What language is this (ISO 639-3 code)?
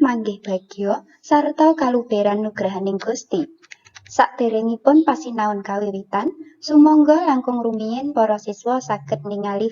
jav